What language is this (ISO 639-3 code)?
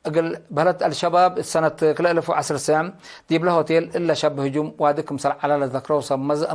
tig